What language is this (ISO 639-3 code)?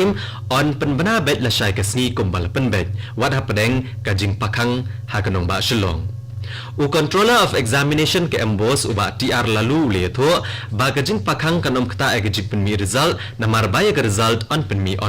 kha